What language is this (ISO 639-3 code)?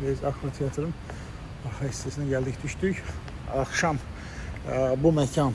aze